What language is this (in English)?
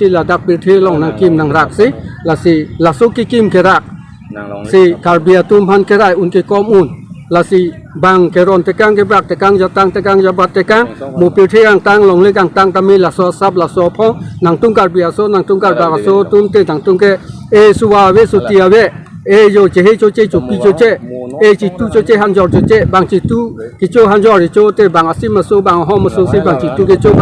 Karbi